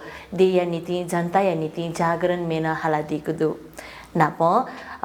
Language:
Newari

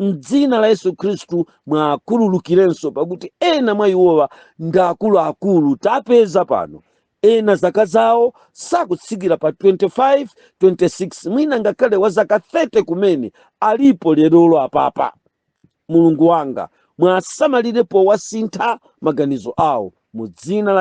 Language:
Nyanja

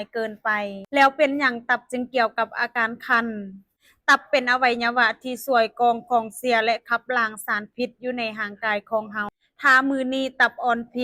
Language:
Lao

